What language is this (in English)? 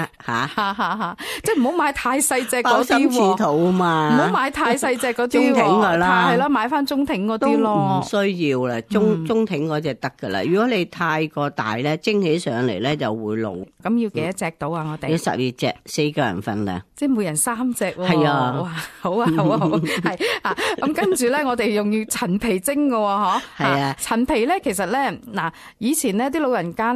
Cantonese